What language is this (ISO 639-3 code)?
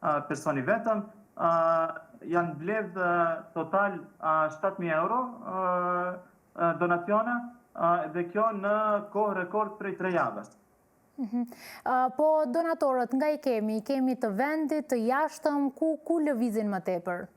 sqi